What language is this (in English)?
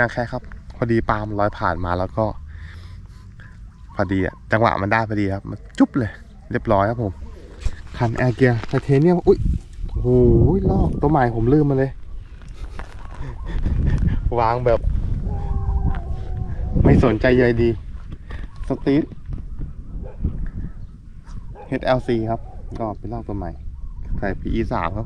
Thai